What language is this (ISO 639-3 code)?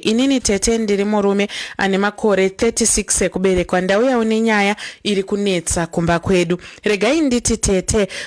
sna